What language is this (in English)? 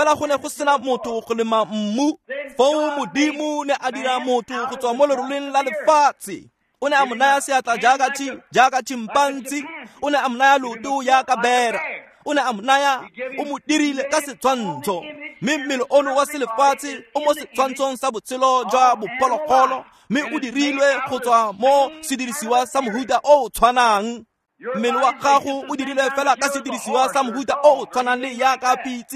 Tswana